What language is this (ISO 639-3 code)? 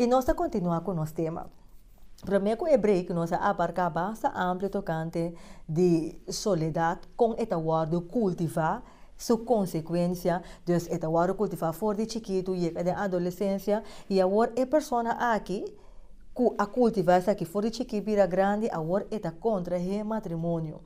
pap